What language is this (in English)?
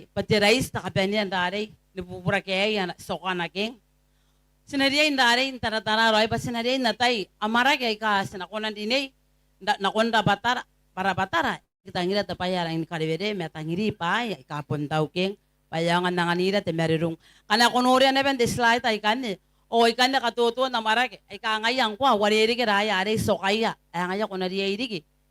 Gilbertese